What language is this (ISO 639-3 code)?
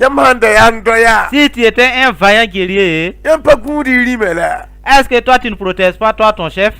mos